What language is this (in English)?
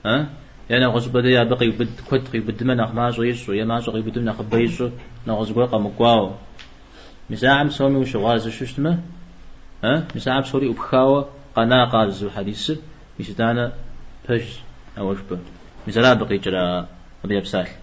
Kabardian